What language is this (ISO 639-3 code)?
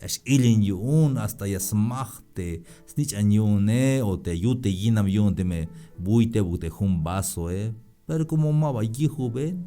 tzh